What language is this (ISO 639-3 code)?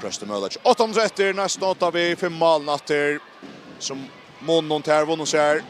fao